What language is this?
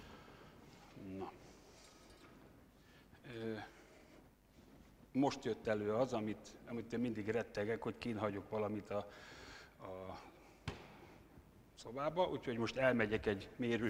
Hungarian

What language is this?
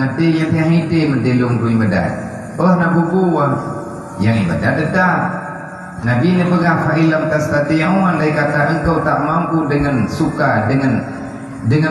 Achinese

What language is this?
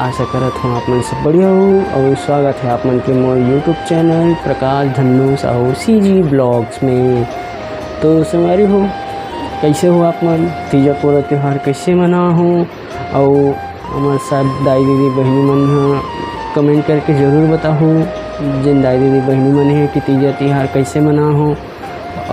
Chhattisgarhi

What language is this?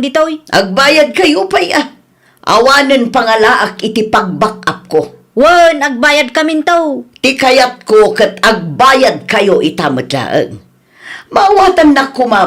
Iloko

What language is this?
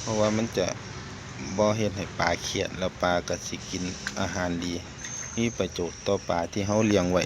Lao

